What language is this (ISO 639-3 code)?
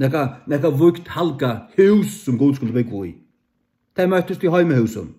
fao